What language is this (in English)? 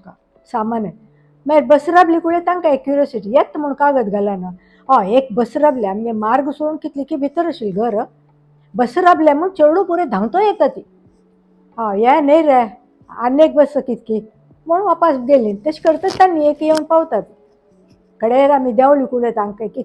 Konkani